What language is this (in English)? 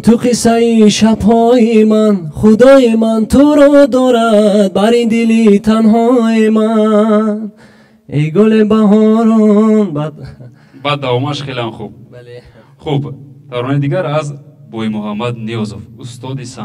Tajik